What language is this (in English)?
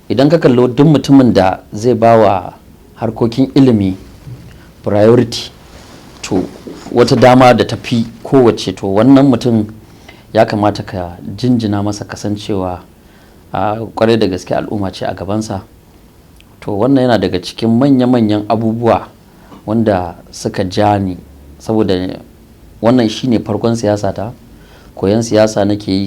Hausa